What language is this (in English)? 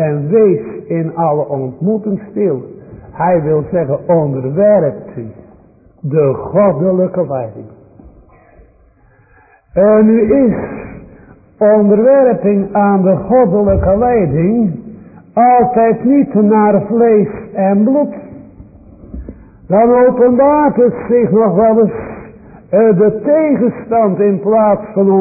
Dutch